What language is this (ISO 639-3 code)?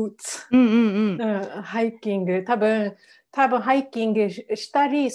jpn